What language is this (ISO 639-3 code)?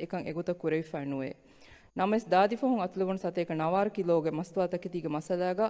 div